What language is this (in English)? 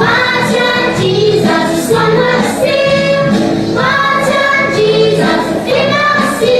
Falam Chin